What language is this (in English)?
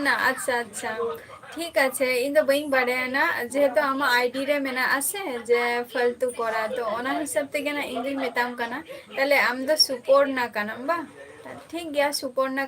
Santali